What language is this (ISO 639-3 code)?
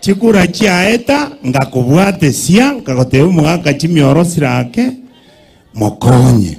guz